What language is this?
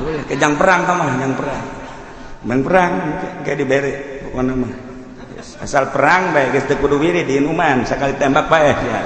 Sundanese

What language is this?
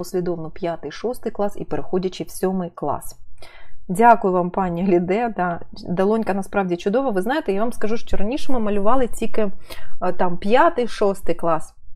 Ukrainian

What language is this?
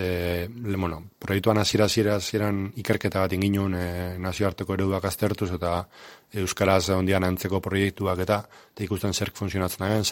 Basque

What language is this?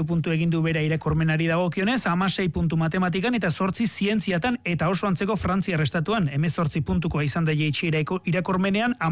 Basque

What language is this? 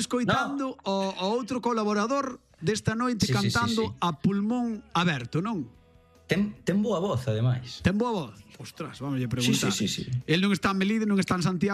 Galician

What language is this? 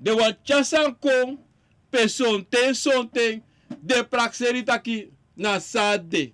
Sranan Tongo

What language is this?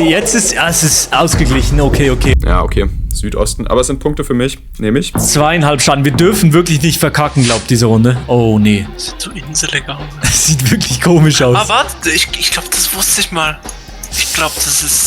Swiss German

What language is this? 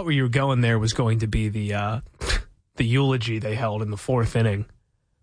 English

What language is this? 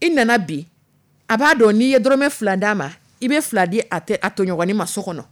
Dyula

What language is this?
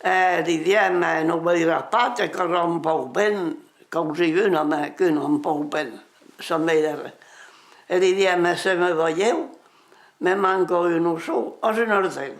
Occitan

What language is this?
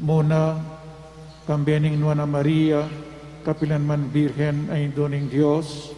Pampanga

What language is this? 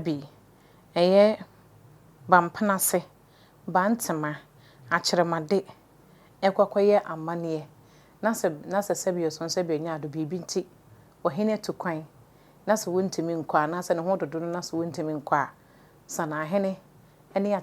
Akan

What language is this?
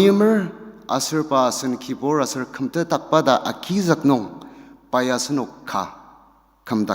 Ao Naga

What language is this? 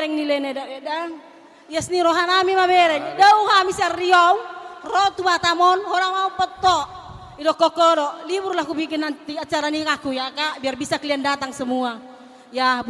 Batak Toba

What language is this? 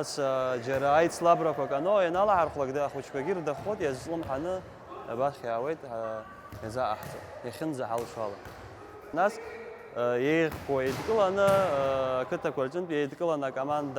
Abkhazian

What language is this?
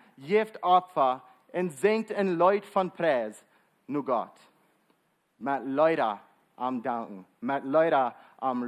Plautdietsch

